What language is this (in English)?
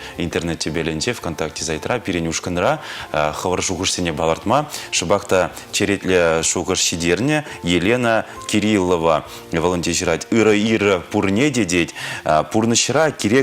Chuvash